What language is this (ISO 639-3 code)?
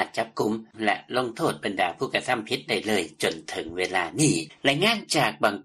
lao